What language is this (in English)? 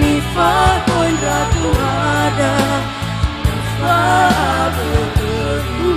Nias